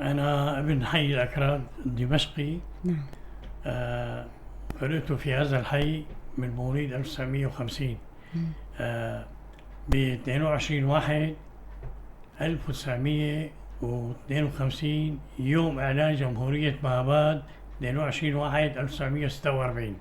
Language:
North Levantine Arabic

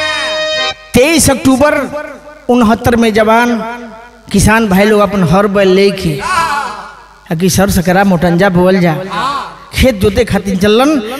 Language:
Bhojpuri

